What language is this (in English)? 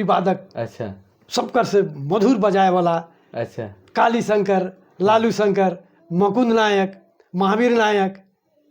Sadri